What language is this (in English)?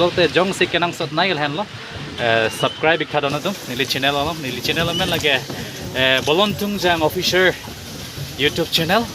Karbi